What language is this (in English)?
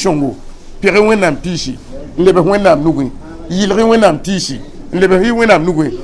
Mossi